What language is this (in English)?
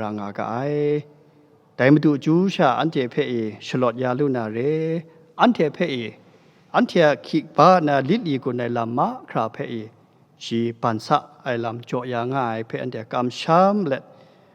Kachin